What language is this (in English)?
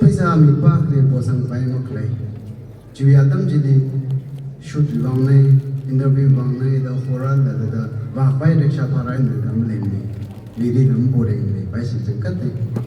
Tangkhul Naga (India)